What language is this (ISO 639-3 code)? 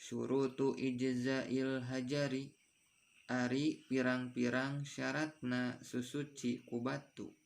sun